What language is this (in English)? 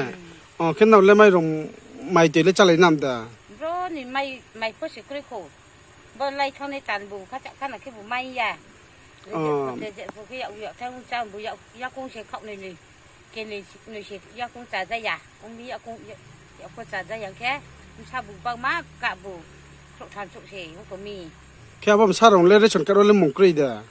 Riang (India)